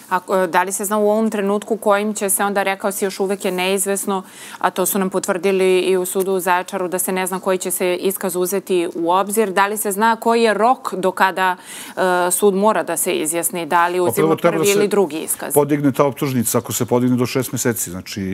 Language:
Serbian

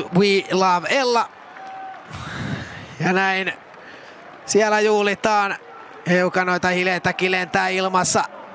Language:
Finnish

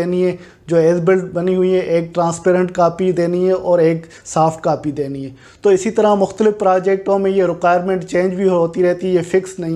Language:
Hindi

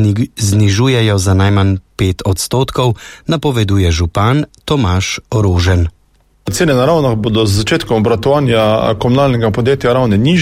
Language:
Slovenian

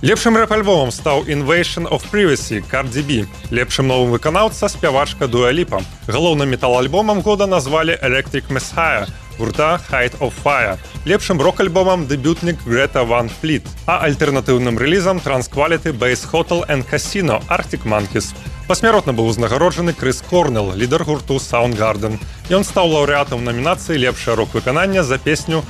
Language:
Belarusian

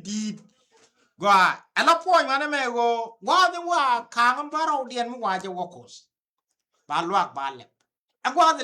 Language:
Nuer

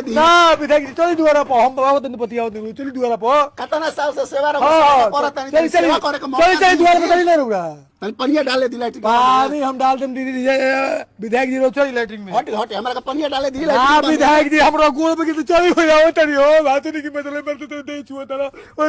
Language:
Bhojpuri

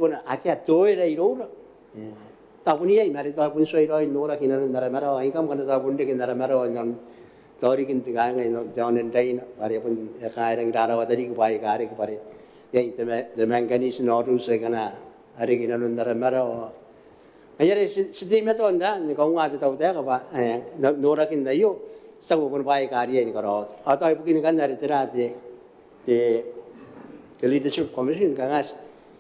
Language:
Gilbertese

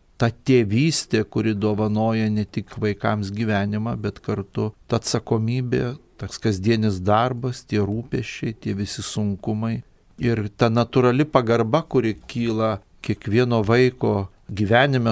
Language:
Lithuanian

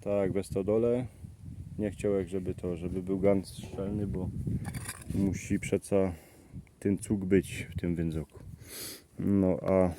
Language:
Silesian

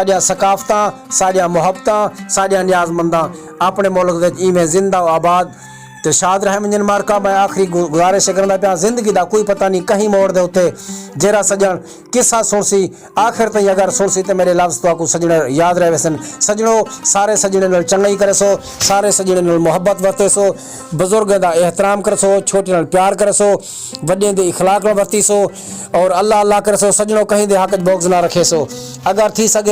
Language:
Saraiki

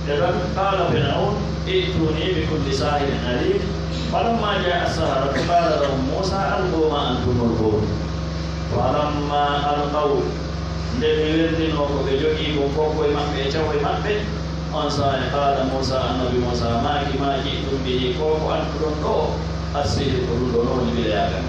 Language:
Pular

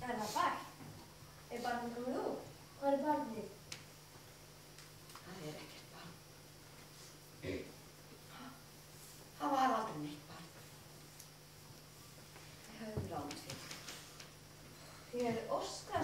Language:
Icelandic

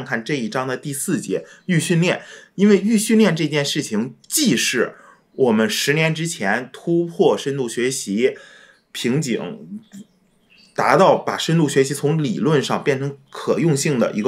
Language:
Chinese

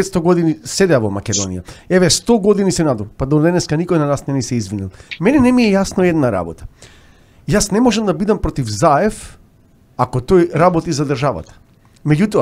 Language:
Macedonian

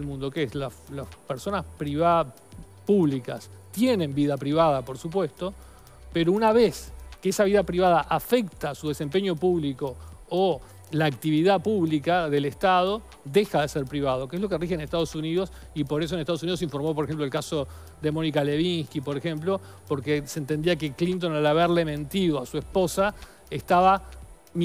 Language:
Spanish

